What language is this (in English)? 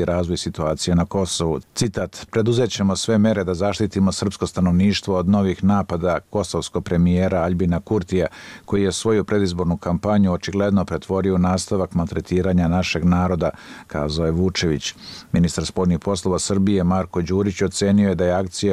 Bosnian